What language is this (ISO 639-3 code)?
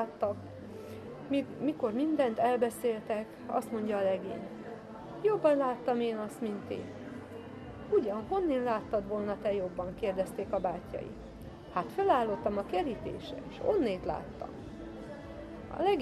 hun